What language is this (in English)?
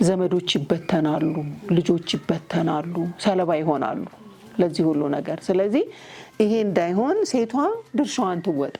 Amharic